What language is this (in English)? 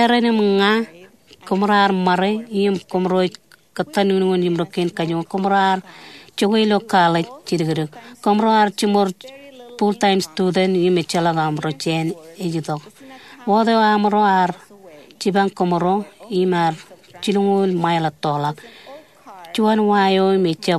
Marshallese